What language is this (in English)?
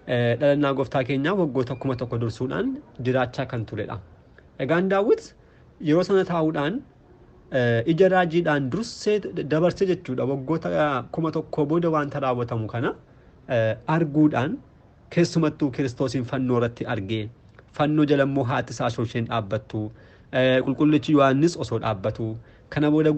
Oromo